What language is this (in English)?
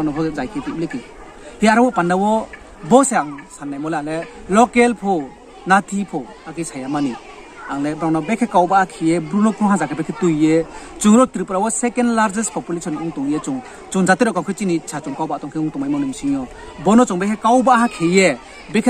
Riang (India)